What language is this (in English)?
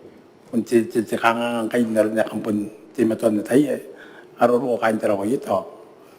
Gilbertese